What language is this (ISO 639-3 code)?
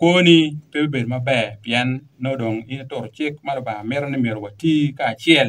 ach